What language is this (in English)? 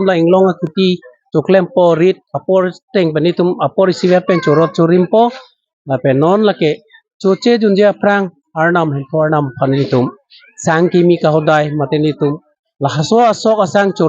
Karbi